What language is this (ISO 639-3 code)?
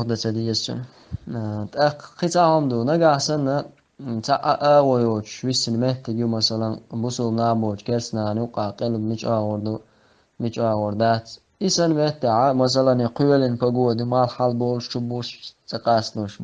che